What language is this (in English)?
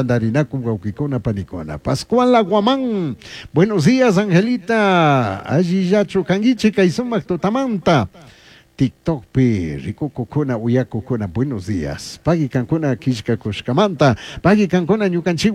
Chimborazo Highland Quichua